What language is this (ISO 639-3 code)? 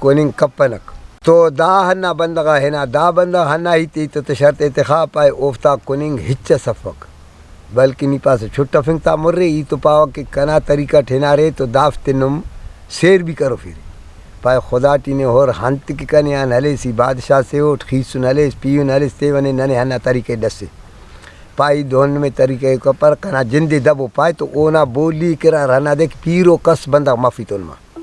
brh